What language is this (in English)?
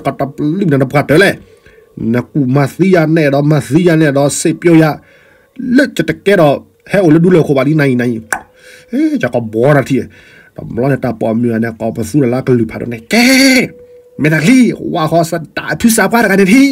S'gaw Karen